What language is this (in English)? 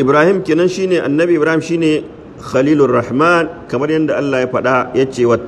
Hausa